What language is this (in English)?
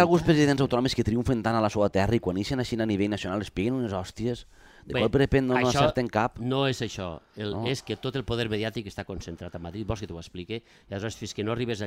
Catalan